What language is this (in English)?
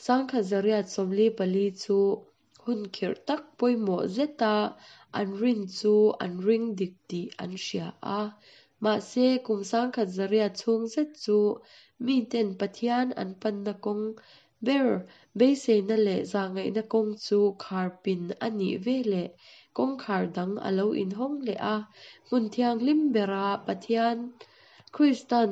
Hakha Chin